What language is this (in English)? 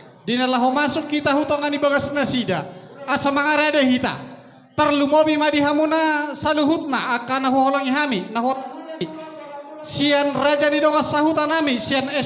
Batak Toba